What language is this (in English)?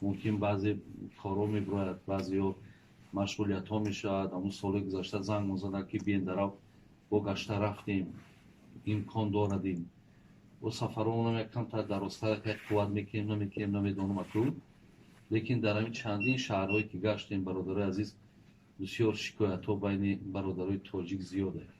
Tajik